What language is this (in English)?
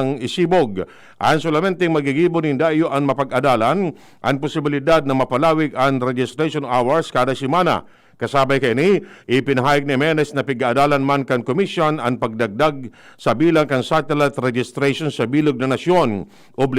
Bikol